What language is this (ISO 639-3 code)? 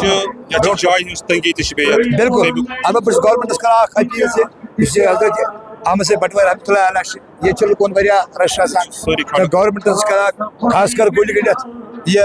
kas